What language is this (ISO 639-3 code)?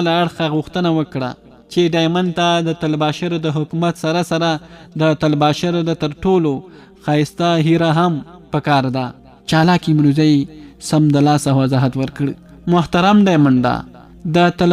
pus